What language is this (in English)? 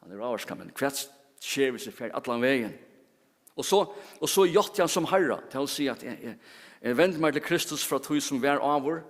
Faroese